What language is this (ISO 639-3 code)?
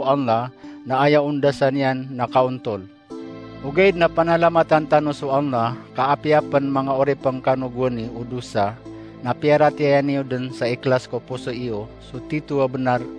mrw